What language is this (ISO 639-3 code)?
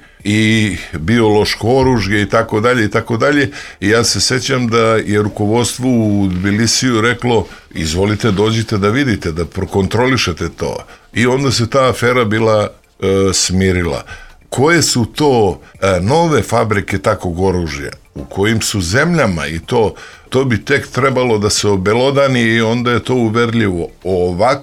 srp